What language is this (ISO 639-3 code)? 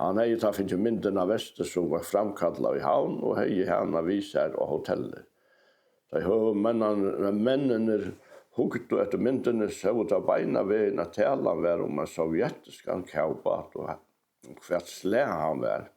fao